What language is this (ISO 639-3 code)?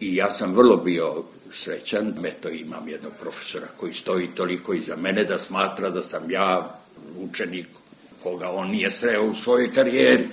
srp